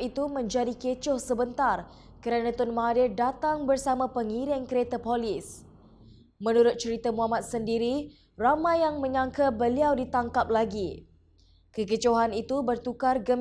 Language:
Malay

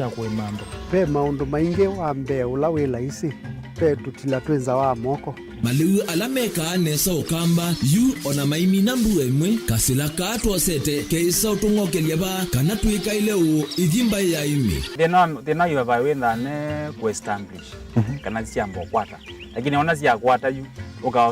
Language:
Kamba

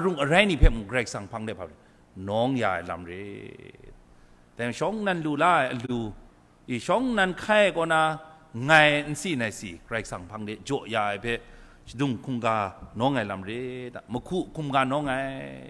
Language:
Kachin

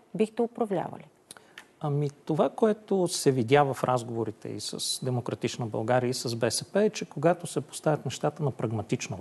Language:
Bulgarian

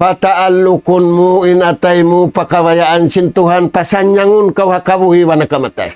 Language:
Tausug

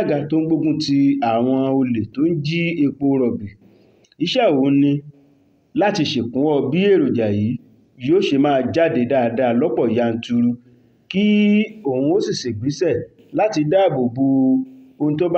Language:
Yoruba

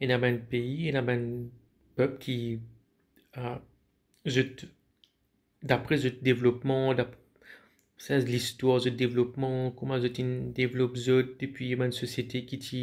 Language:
Morisyen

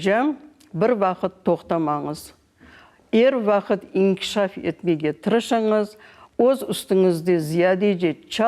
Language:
Crimean Tatar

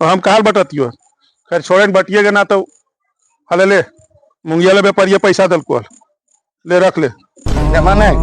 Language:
Magahi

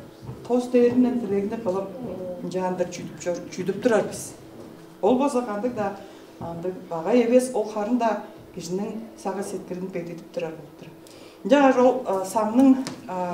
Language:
Tuvinian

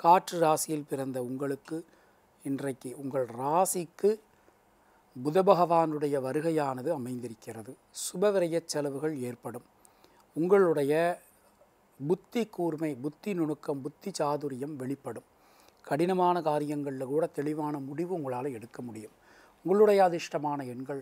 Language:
Tamil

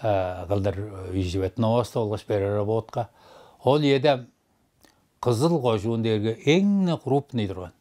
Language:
Tuvinian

